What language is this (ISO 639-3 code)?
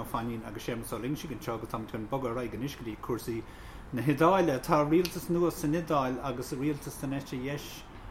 gle